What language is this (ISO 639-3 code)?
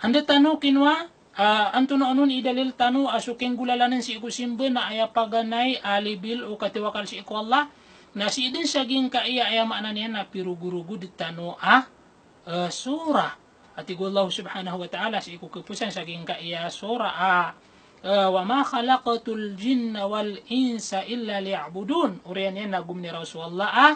mrw